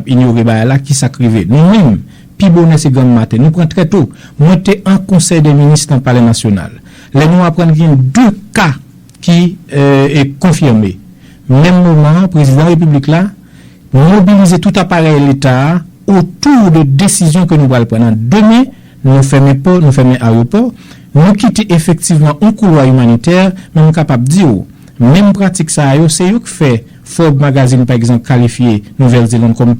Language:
Haitian Creole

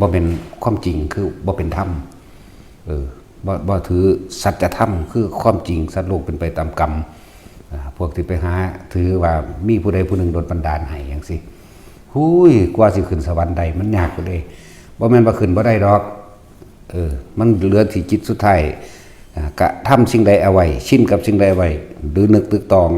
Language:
Northeastern Thai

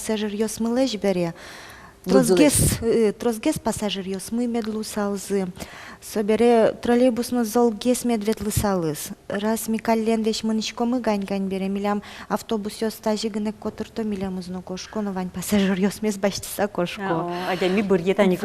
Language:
Udmurt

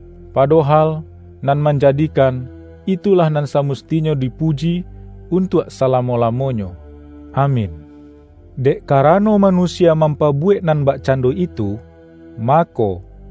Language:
Minangkabau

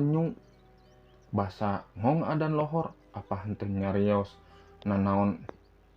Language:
Sundanese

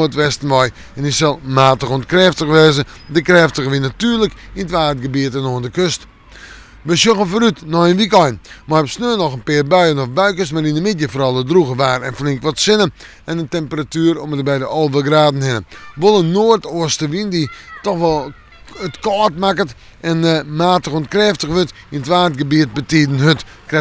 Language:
Western Frisian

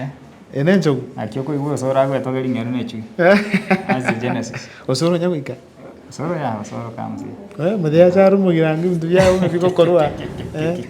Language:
Gusii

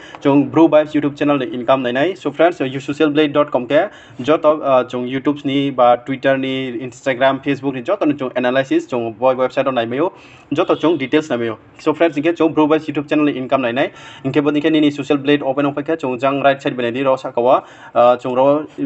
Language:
Riang (India)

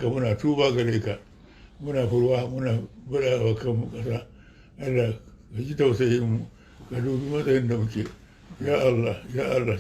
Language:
Hausa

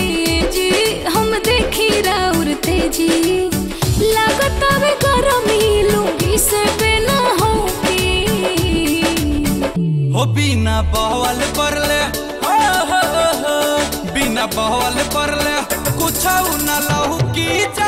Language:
Bhojpuri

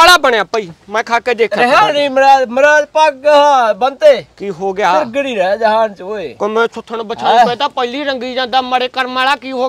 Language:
Punjabi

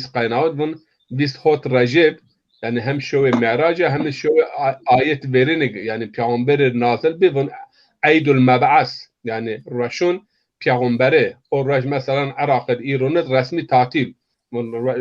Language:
Zaza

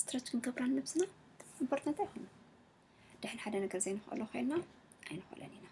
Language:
Tigrinya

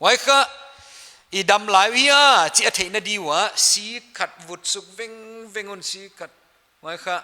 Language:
Paite Chin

